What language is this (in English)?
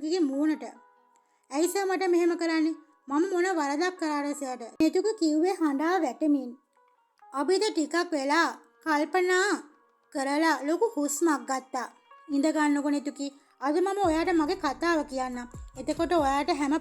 Sinhala